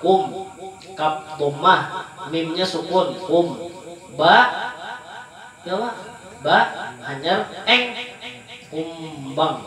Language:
Banjar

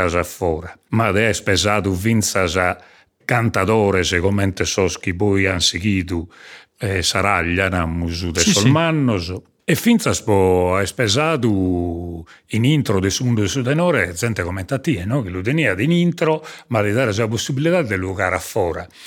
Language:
Sardinian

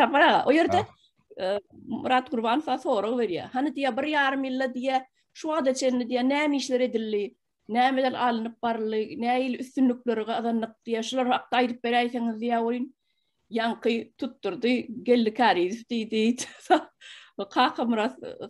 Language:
Turkmen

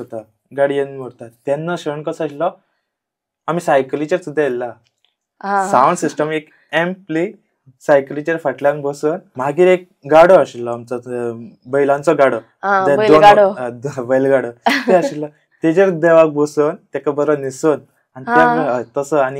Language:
Konkani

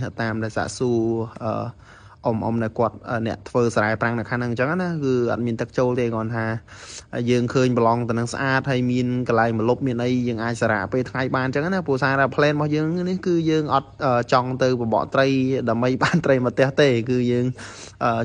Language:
Khmer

